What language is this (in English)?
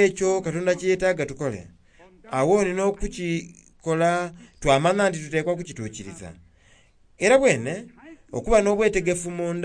Soga